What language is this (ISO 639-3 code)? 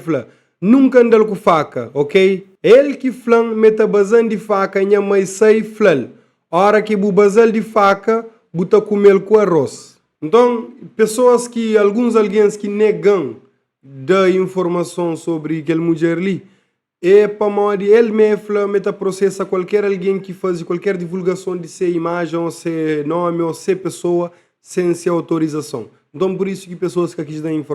kea